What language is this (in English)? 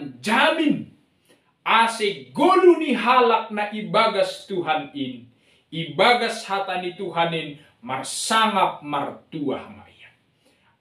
Batak Simalungun